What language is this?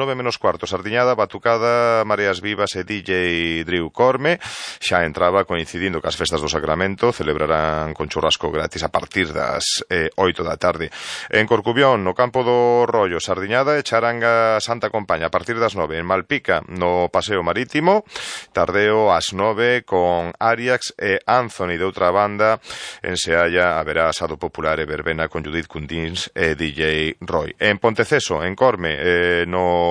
Galician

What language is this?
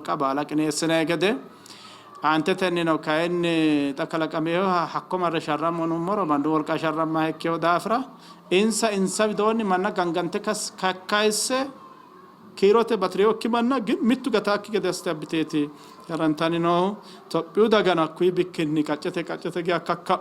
Sidamo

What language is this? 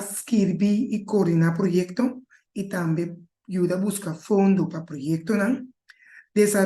Papiamento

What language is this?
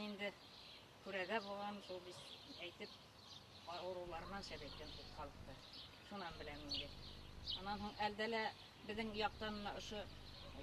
Bashkir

